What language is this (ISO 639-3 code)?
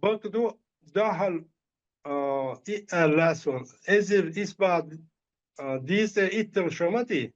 che